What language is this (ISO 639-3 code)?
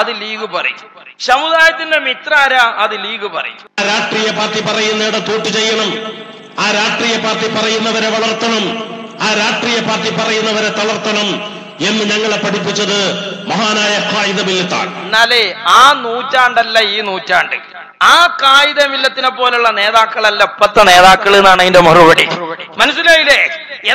mal